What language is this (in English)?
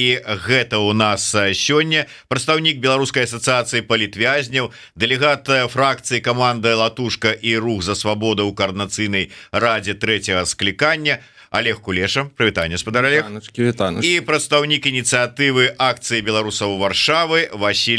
Belarusian